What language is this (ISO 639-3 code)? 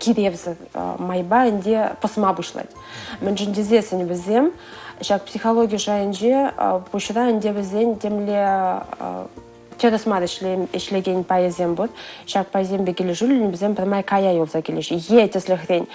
chv